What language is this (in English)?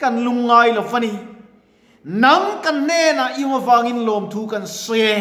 Mizo